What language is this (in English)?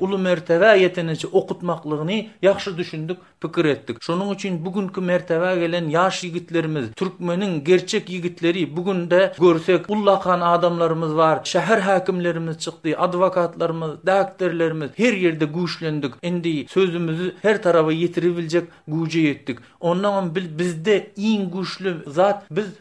Turkmen